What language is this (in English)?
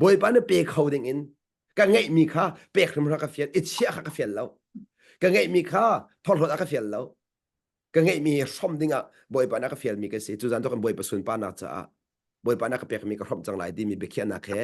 Hakha Chin